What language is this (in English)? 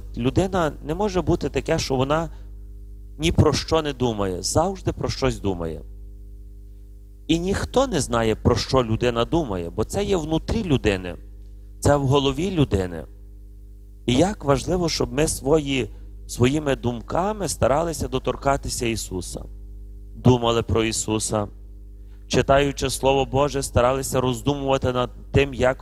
Ukrainian